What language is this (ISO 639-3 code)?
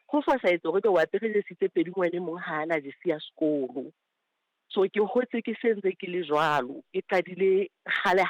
sot